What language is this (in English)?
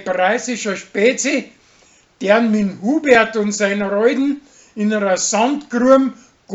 Bavarian